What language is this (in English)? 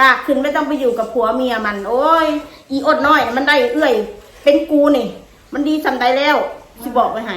Northeastern Thai